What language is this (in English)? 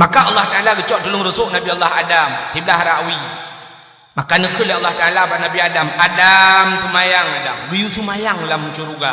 Achinese